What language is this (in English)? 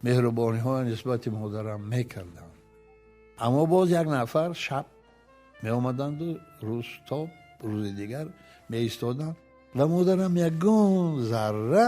Tajik